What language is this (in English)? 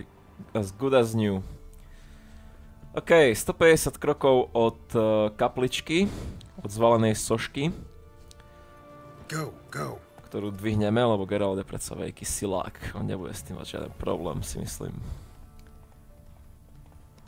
Slovak